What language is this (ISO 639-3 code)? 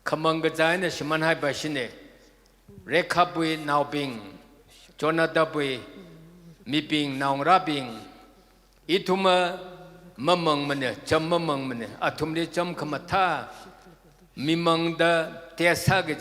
nmf